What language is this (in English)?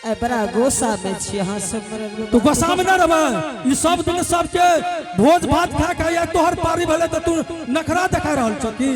Angika